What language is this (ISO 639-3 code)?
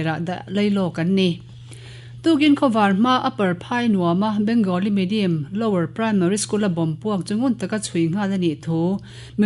lus